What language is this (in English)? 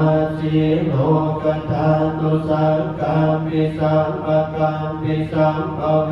Pali